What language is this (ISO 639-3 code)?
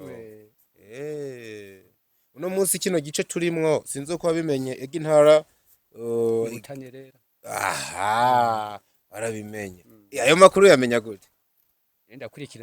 run